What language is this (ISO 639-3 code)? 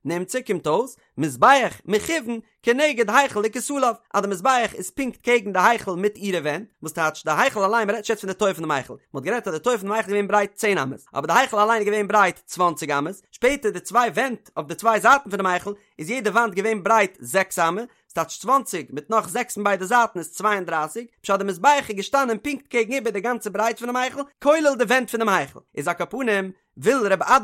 yid